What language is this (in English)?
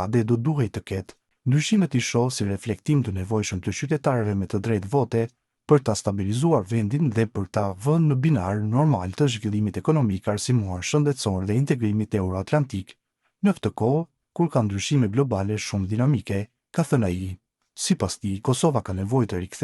Albanian